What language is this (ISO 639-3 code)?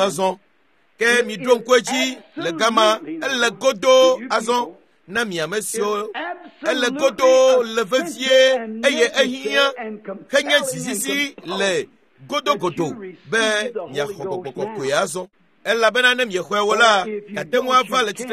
ewe